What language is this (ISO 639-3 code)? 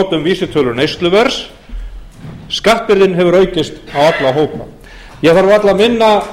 isl